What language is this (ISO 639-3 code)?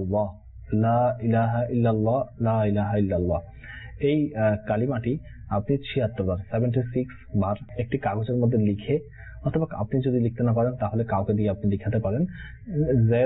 ben